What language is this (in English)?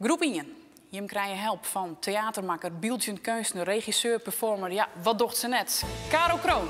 Western Frisian